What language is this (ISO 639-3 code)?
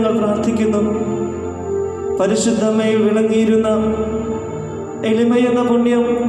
mal